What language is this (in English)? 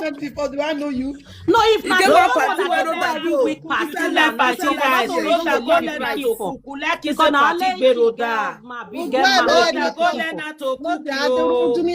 Nigerian Pidgin